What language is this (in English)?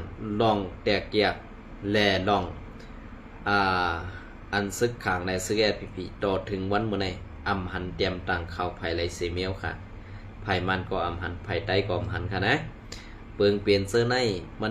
Shan